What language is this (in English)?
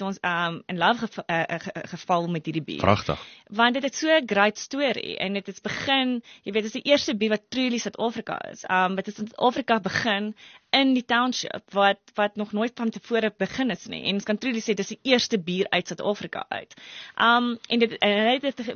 Afrikaans